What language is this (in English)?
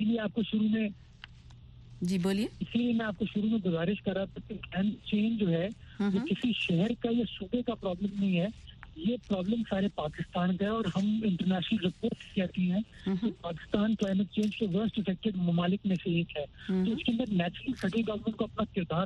Urdu